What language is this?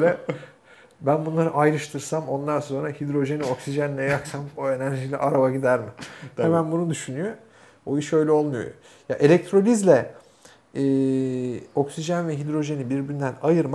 Turkish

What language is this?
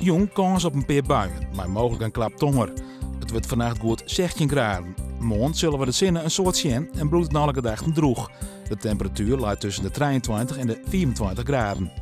Western Frisian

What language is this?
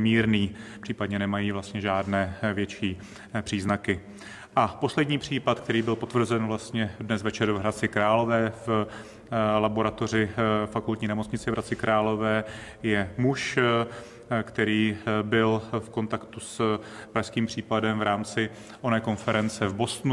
Czech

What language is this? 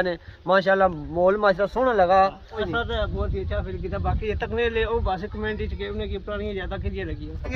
Pahari-Potwari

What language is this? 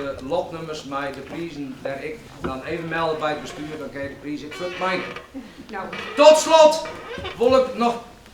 Western Frisian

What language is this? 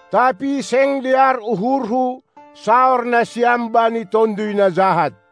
Batak Simalungun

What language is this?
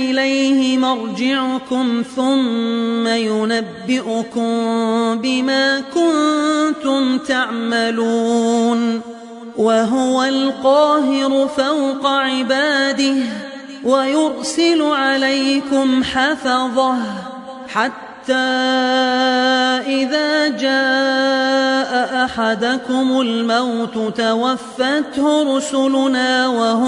Arabic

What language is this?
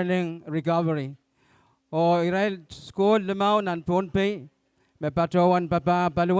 Pohnpeian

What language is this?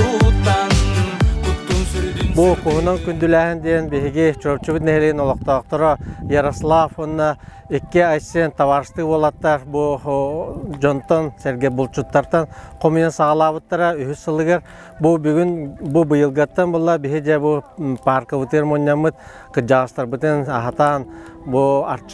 Yakut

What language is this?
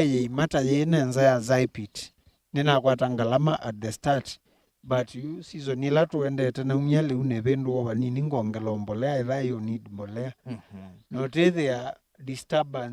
Kamba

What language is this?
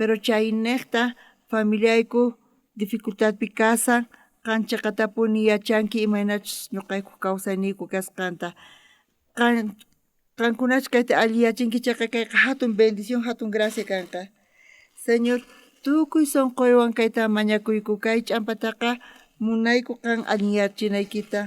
South Bolivian Quechua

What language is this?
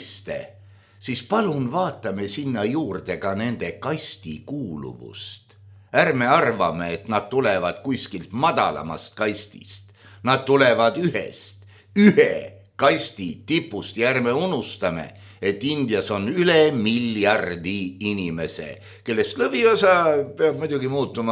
Estonian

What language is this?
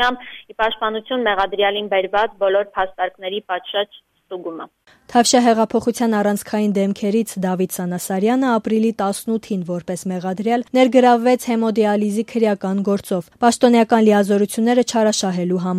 Armenian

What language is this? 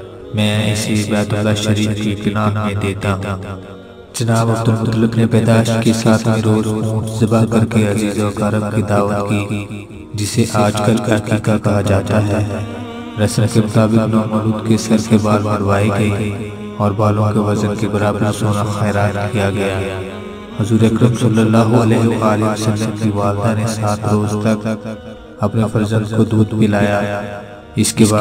Urdu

